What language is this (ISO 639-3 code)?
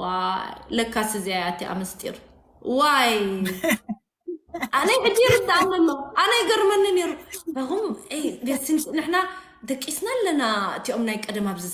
tir